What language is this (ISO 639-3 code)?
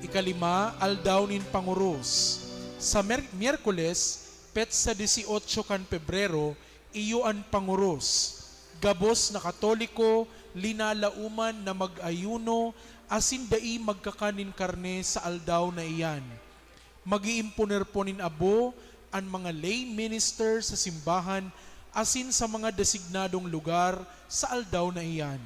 bik